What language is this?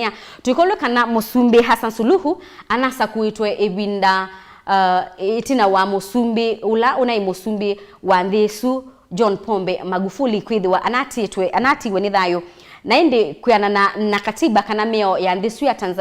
Kamba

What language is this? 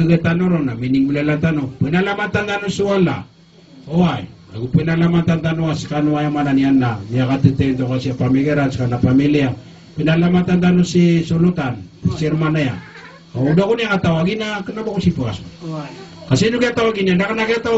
Maranao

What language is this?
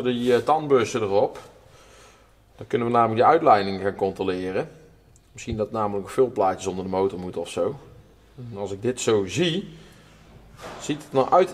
Dutch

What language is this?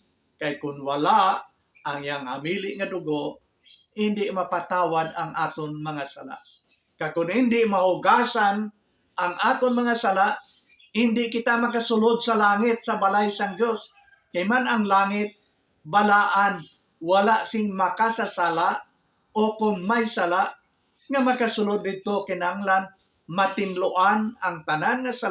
Hiligaynon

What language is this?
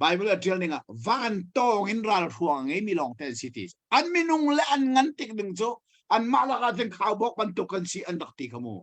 Hakha Chin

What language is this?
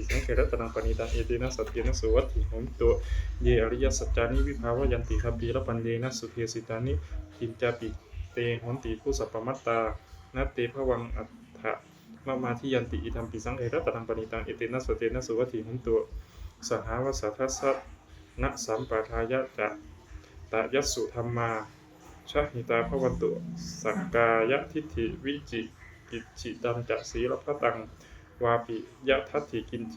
Pali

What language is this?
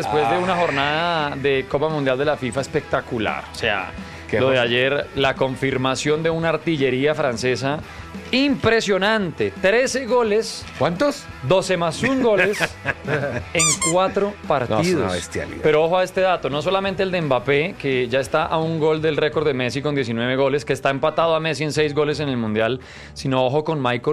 Spanish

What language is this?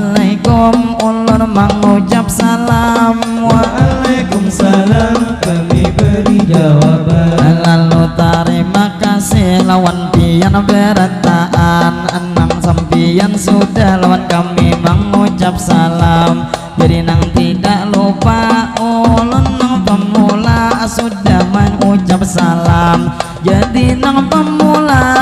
Banjar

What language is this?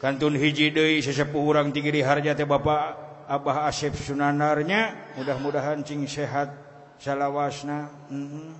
Sundanese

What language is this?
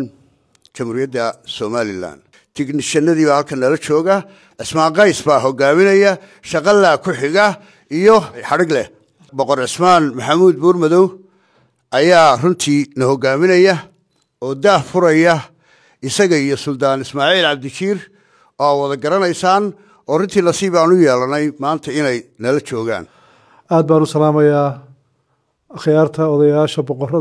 Somali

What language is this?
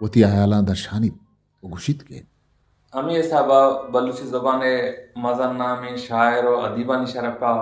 Eastern Balochi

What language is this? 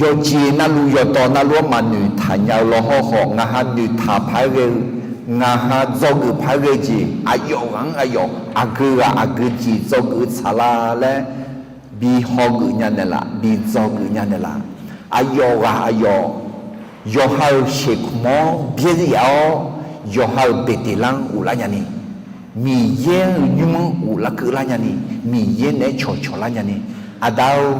Akha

